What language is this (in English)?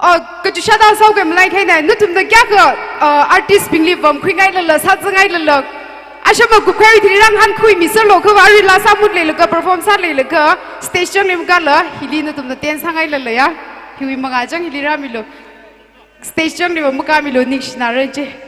Tangkhul Naga (India)